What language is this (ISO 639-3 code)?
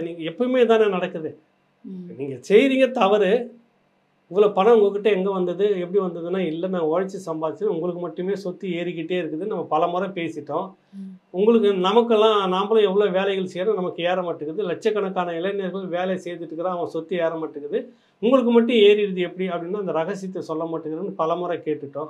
tam